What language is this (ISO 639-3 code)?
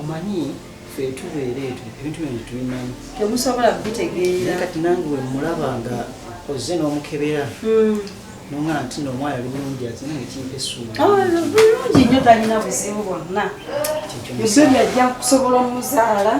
lug